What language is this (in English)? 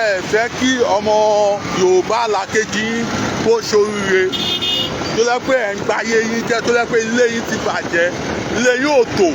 Yoruba